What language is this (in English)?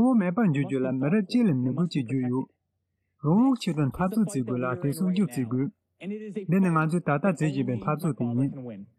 Tibetan